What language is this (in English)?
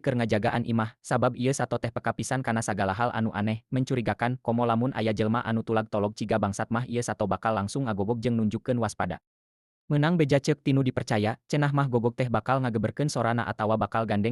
Sundanese